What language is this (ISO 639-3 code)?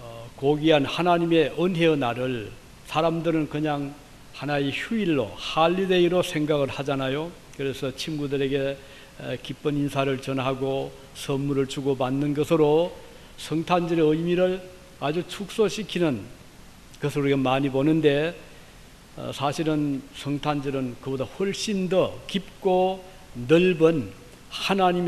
kor